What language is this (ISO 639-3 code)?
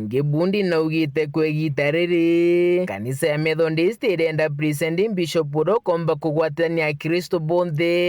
mer